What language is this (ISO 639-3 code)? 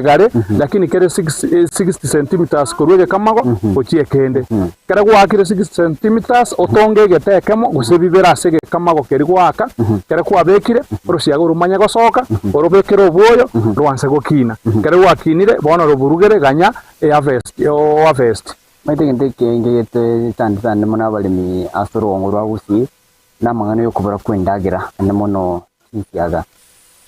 guz